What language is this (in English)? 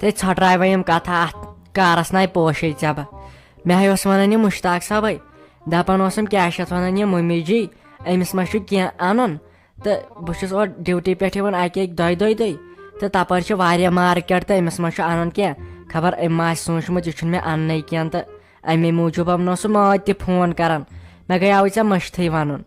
Kashmiri